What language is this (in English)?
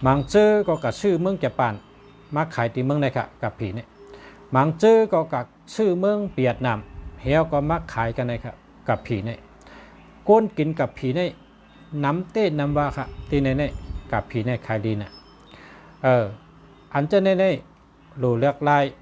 Shan